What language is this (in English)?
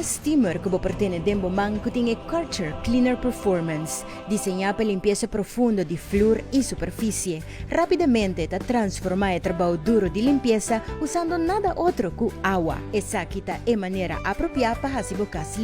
Papiamento